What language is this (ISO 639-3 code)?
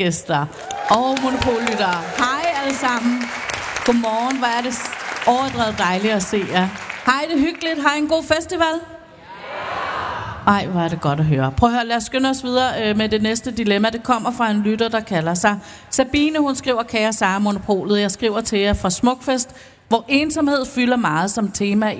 dan